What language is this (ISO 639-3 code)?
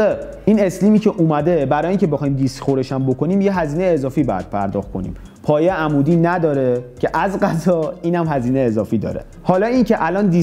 fas